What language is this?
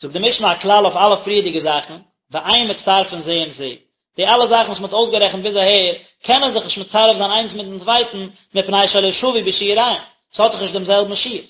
Yiddish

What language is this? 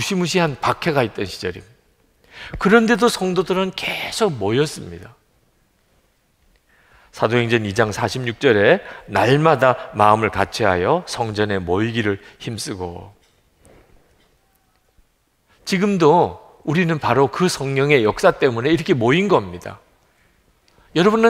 Korean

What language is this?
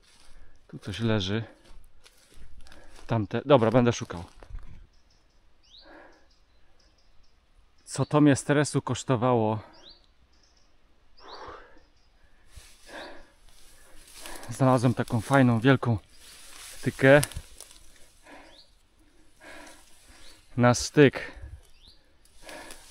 Polish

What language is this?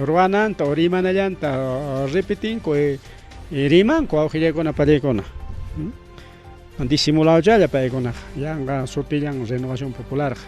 Ayacucho Quechua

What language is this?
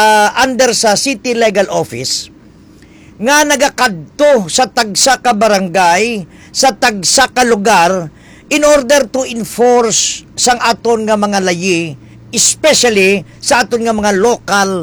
Hiligaynon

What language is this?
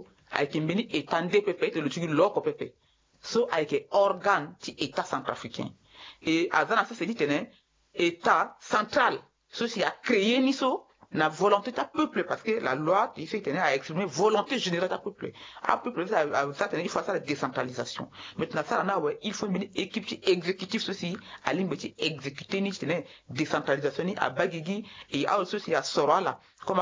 Sango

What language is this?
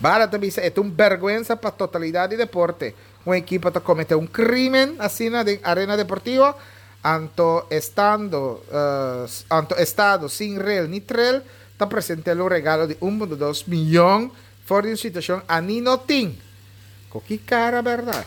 Papiamento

